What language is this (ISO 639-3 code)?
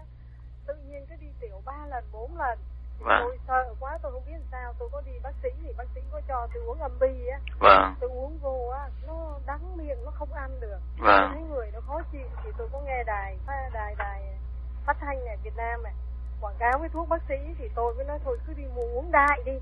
vie